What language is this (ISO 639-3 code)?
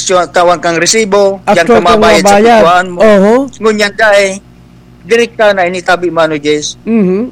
bik